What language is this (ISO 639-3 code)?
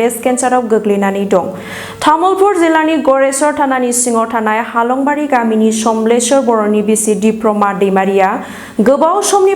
brx